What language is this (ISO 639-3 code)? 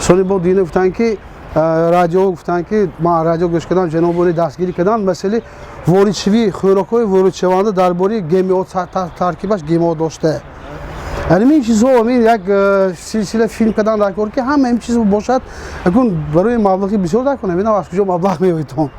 tgk